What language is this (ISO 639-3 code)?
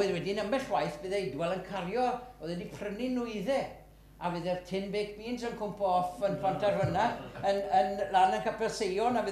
cym